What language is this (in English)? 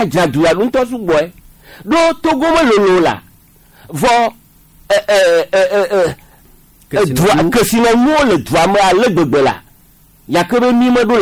Gen